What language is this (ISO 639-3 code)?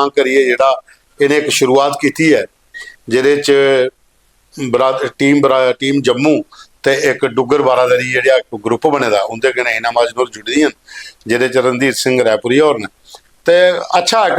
doi